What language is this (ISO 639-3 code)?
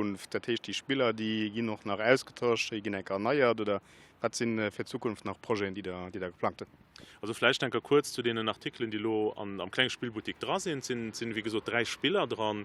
ltz